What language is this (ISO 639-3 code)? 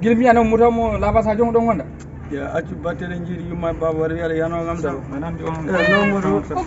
ful